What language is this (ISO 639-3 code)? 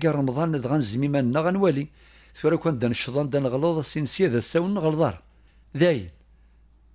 kab